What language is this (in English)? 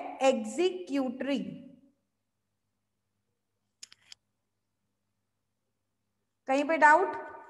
Hindi